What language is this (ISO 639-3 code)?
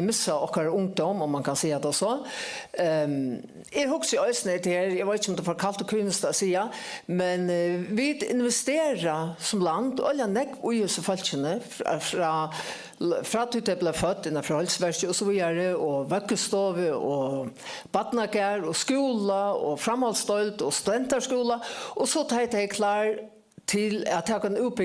fao